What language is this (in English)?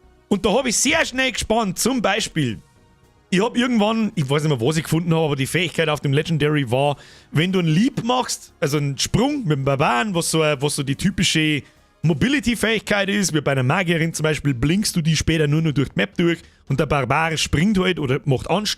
Bavarian